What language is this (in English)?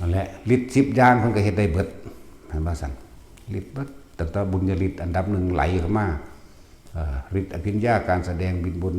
Northeastern Thai